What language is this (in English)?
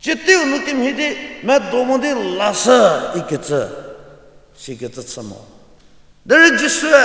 Angami Naga